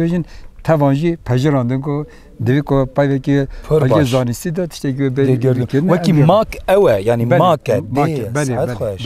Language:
Kurdish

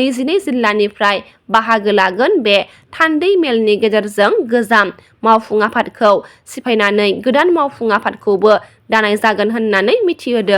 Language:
Bodo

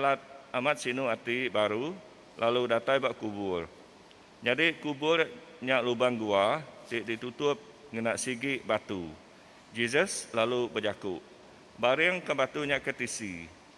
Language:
Iban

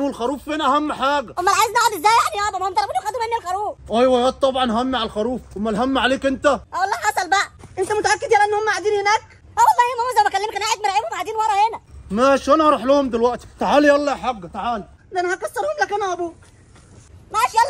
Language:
Egyptian Arabic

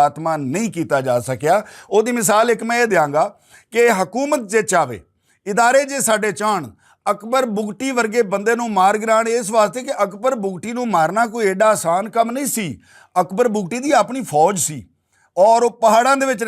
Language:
Western Panjabi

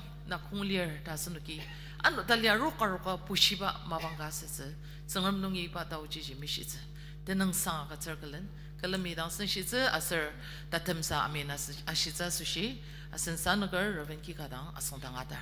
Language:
Ao Naga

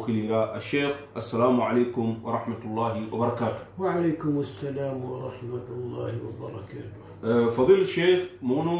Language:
Susu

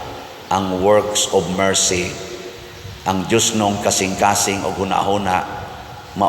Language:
Cebuano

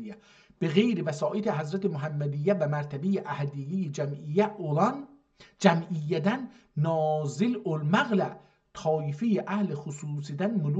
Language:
South Azerbaijani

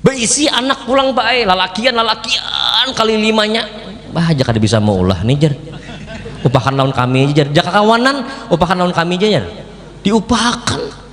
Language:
Banjar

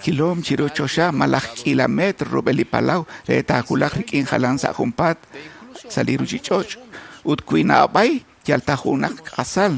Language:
Kekchí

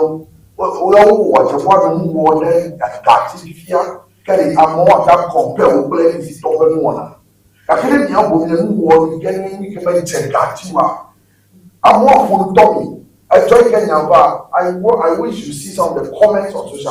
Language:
Ewe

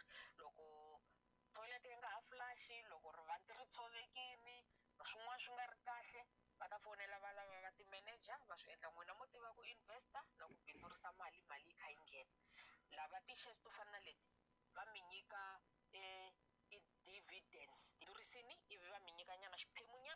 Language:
Tsonga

